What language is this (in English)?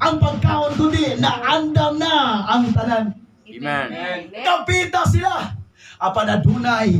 Cebuano